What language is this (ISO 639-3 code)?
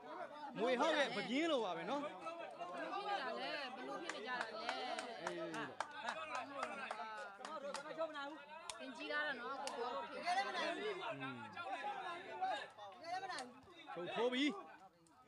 mya